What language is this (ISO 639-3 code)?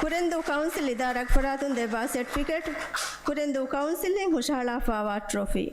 div